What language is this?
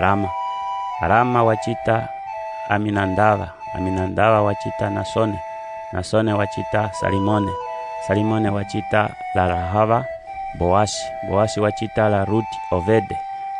Umbundu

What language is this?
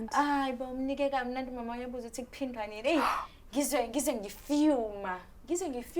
Zulu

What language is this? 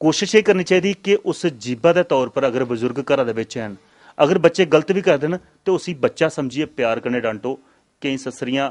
Dogri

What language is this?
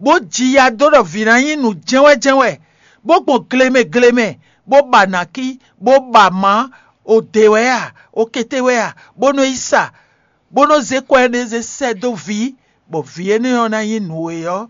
Fon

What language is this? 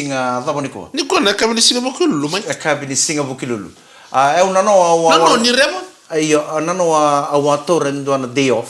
Fijian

